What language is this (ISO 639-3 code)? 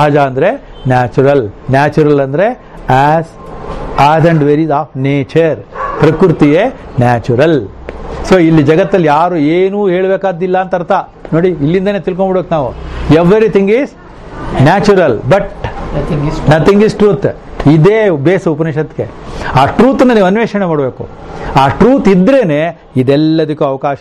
kan